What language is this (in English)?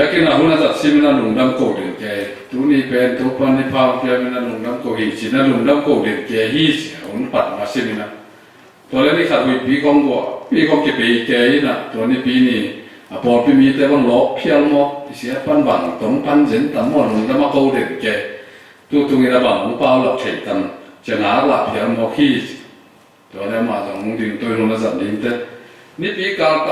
Tedim Chin